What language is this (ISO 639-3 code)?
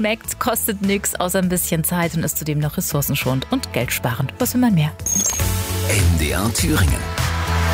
deu